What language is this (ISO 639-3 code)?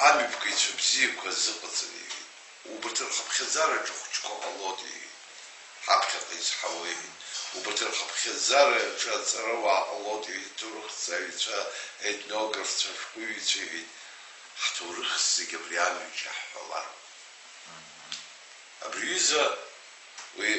abk